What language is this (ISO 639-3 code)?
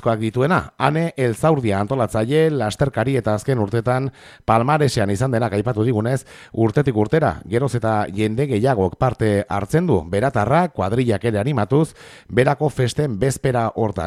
eus